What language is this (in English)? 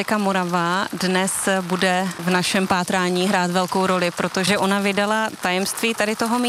Czech